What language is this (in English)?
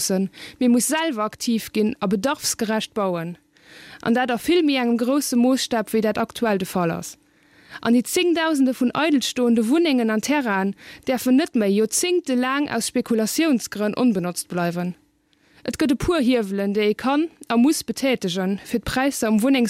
Luxembourgish